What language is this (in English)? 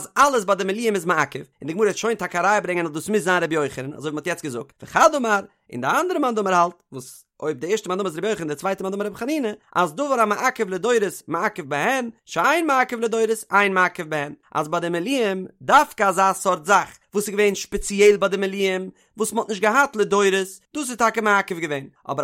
Yiddish